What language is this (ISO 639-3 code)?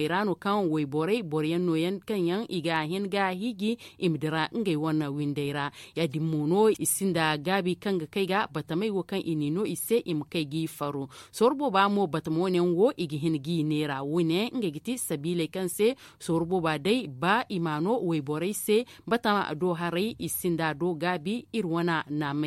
dje